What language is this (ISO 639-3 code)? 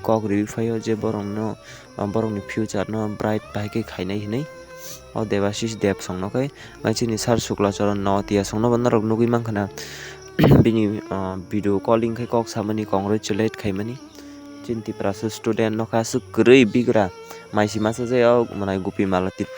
trp